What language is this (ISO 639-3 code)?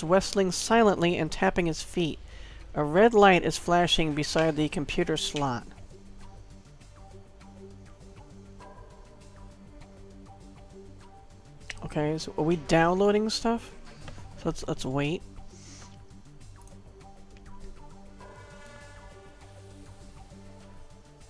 eng